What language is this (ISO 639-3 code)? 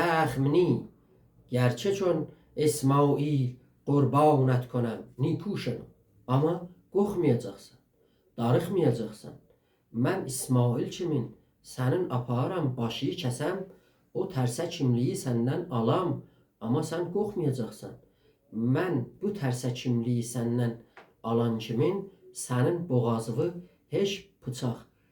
azb